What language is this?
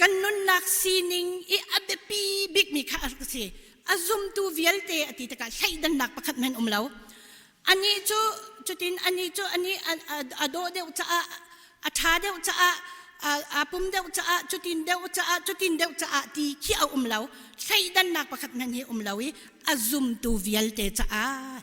Hakha Chin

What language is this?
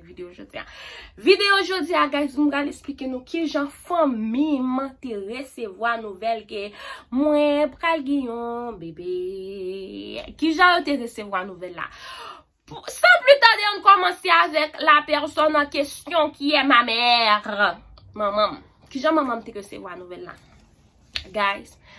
Haitian Creole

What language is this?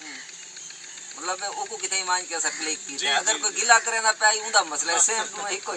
Saraiki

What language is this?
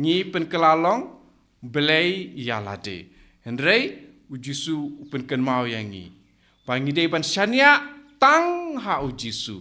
Khasi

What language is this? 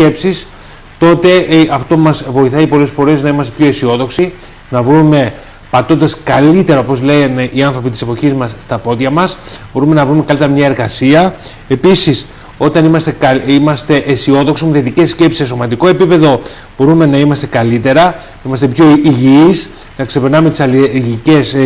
Greek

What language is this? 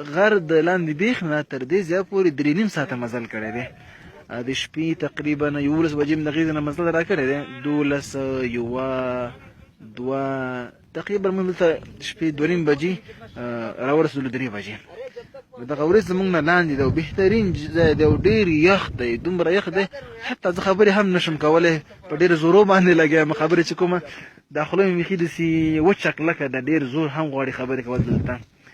Pashto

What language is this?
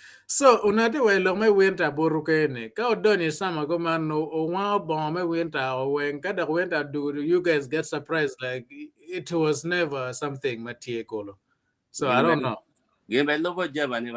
Acoli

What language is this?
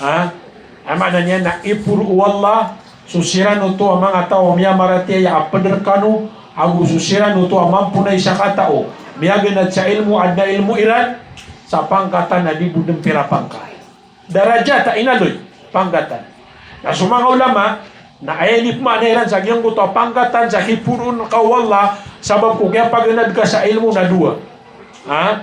Maranao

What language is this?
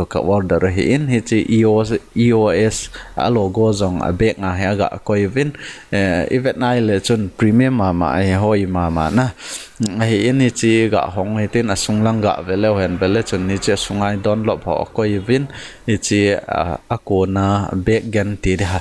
Thado Chin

